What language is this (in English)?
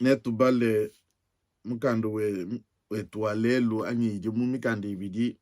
Luba-Lulua